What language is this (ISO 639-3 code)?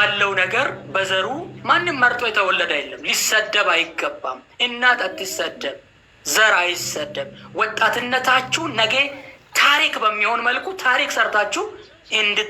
amh